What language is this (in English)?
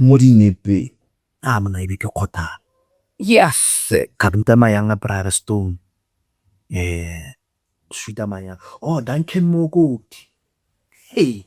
Tswana